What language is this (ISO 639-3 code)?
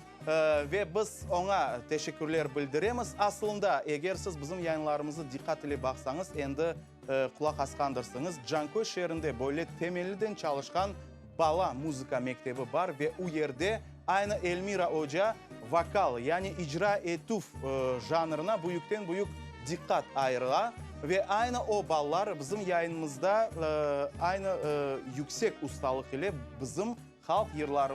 crh